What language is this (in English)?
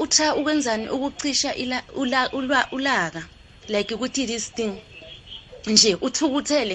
South Ndebele